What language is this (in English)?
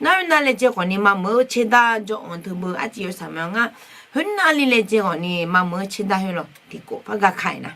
Akha